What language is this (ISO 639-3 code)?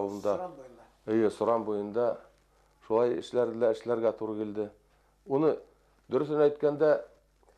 bak